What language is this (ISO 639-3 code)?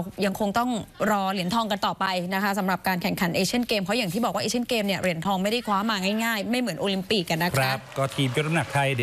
tha